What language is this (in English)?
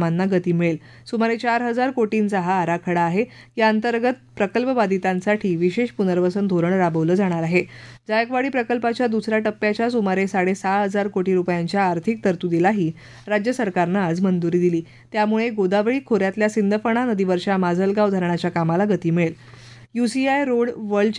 Marathi